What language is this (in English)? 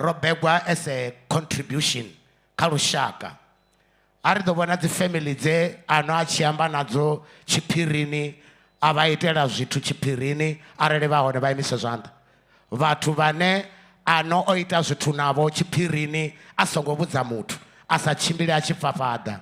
Venda